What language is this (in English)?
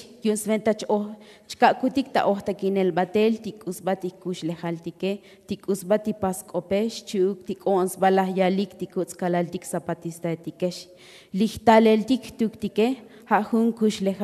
Tzotzil